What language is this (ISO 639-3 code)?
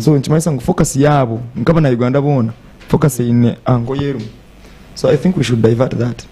nyn